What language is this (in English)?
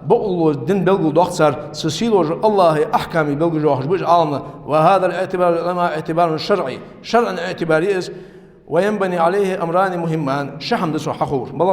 Ingush